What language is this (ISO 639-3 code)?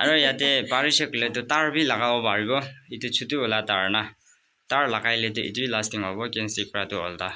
nag